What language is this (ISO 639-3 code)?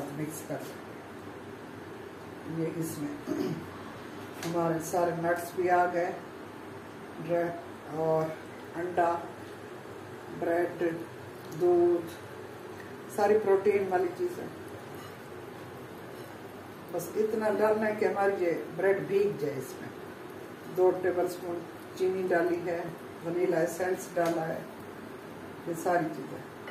hin